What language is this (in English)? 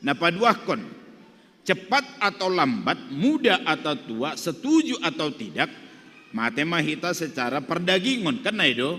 Batak Simalungun